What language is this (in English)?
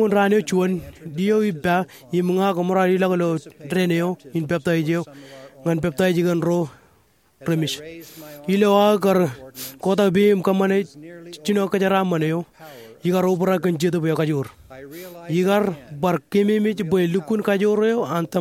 Marshallese